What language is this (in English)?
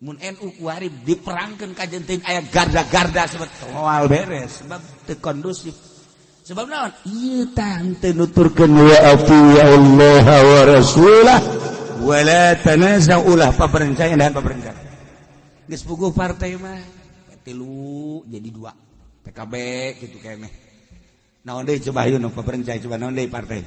Sundanese